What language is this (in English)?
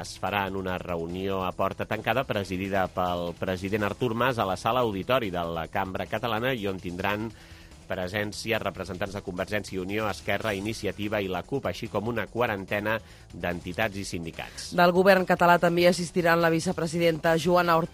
Catalan